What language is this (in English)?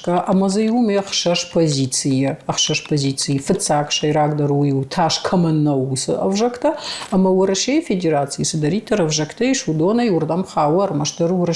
Ossetic